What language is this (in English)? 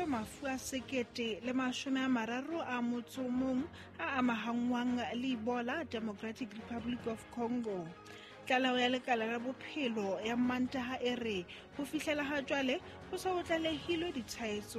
Southern Sotho